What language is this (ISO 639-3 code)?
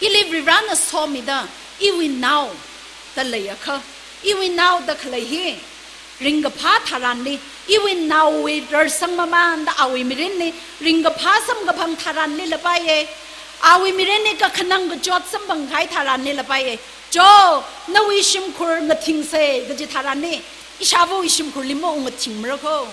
nmf